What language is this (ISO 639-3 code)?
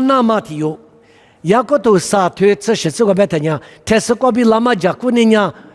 lis